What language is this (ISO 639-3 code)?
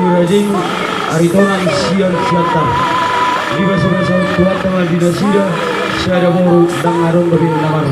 bbc